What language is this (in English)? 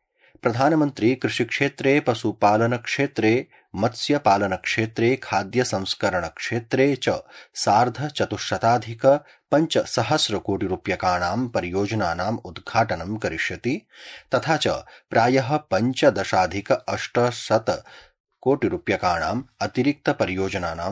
Sanskrit